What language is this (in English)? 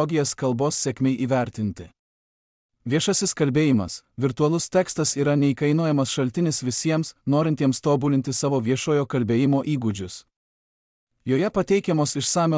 Lithuanian